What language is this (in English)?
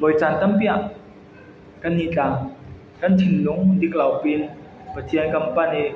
Falam Chin